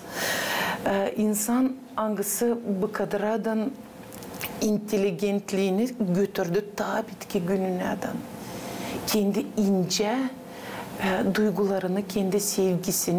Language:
Gagauz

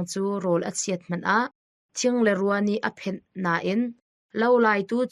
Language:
Hakha Chin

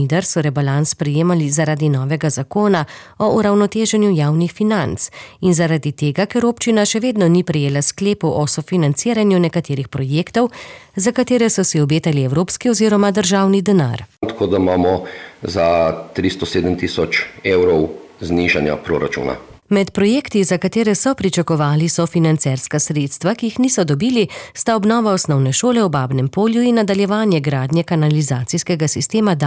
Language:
Slovenian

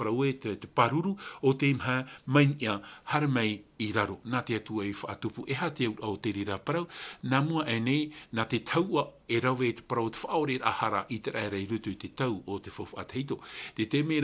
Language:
Tahitian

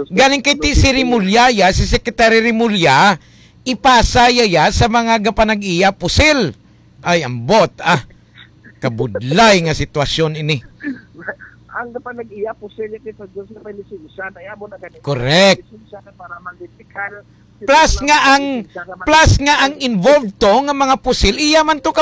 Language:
Hiligaynon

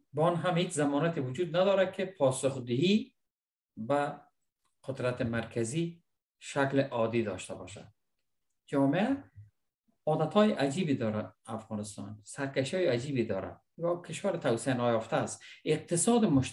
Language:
Persian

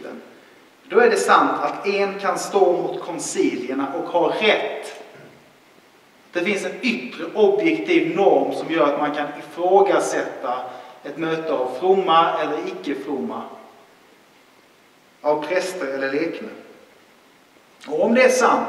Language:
Swedish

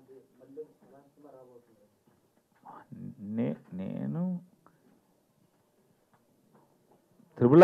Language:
Telugu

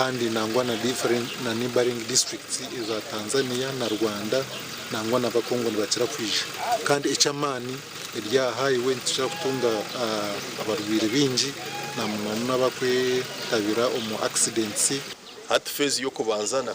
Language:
Nyankole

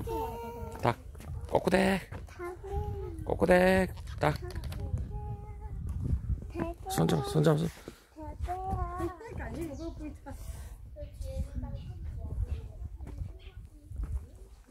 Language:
Korean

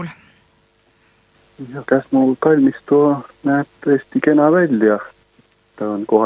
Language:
Estonian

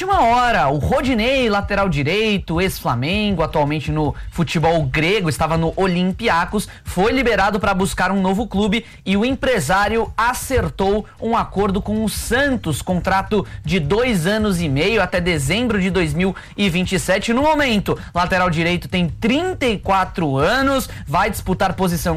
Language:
Portuguese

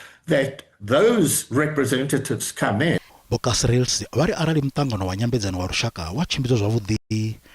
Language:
Venda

